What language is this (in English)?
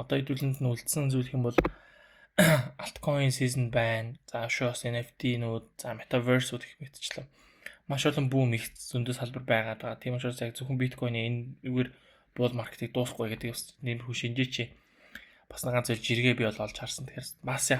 Mongolian